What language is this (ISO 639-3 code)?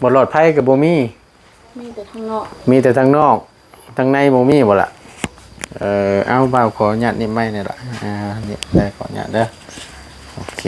lao